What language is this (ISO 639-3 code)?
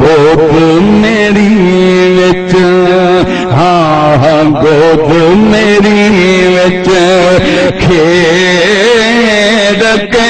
skr